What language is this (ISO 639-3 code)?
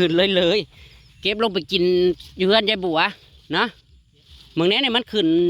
tts